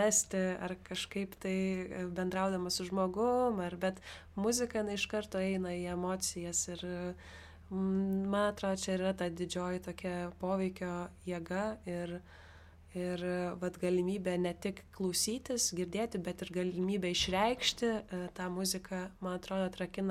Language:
Lithuanian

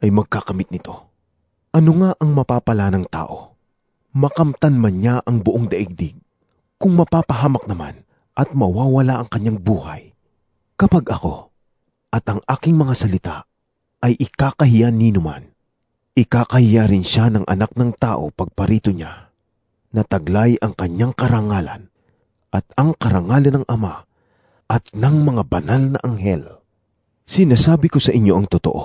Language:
Filipino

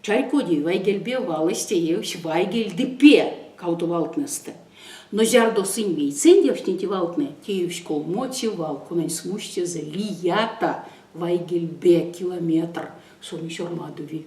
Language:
Erzya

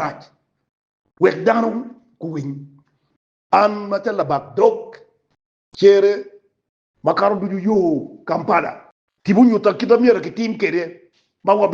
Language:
Acoli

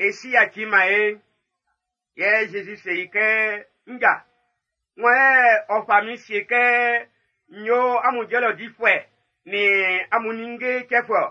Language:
Baoulé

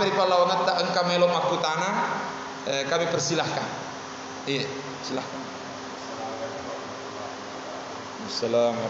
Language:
Buginese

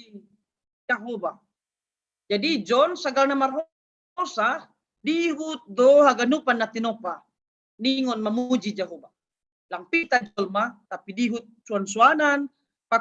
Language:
Batak Simalungun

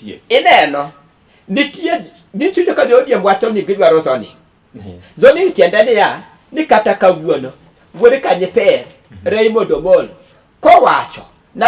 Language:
Luo (Kenya and Tanzania)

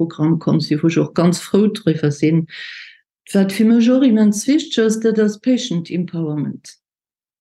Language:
Luxembourgish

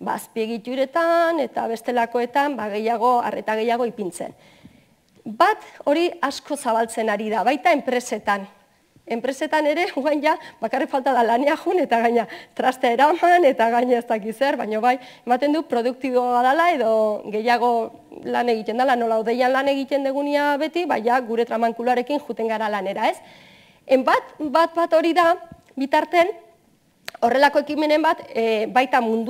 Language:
Basque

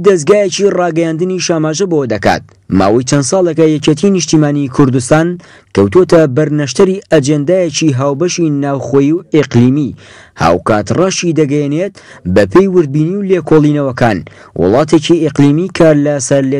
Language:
Central Kurdish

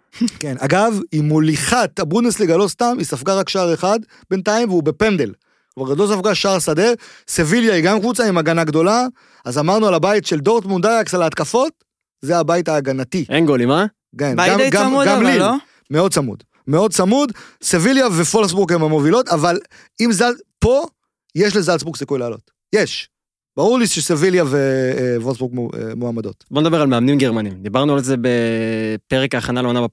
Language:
Hebrew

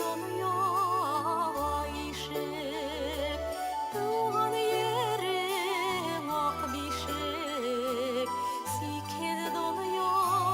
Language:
Bashkir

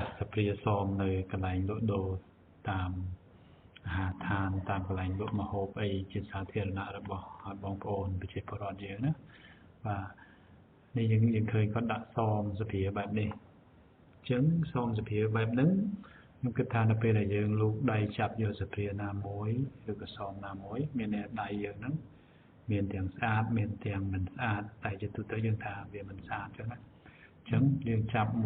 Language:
Khmer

